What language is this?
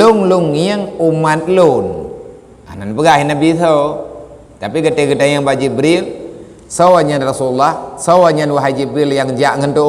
Achinese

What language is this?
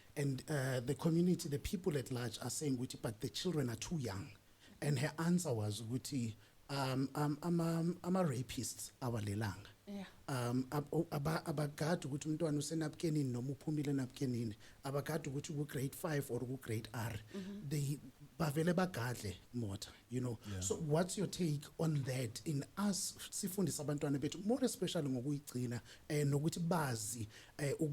Zulu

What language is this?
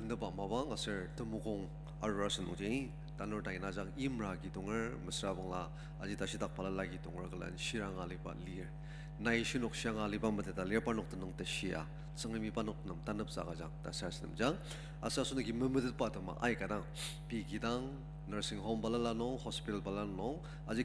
Ao Naga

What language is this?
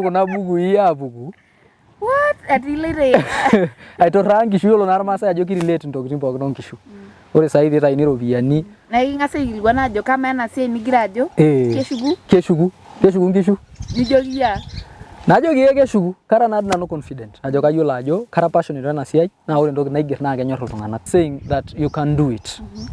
Masai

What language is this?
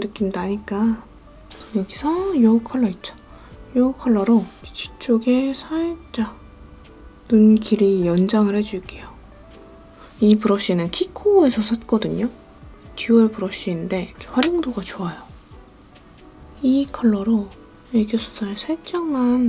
Korean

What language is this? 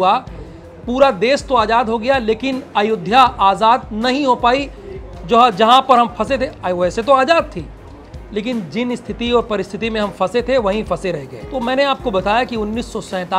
Hindi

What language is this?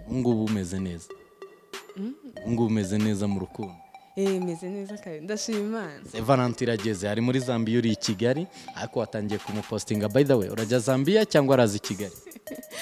Kinyarwanda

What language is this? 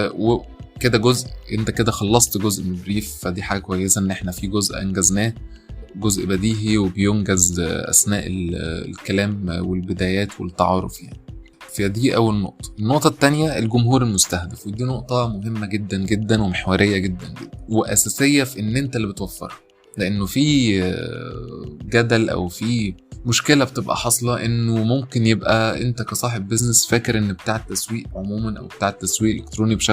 Egyptian Arabic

